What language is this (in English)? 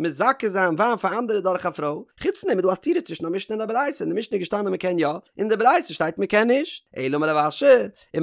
Yiddish